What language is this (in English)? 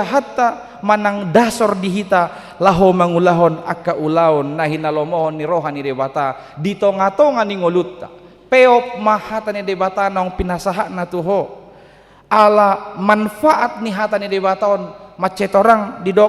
Batak Toba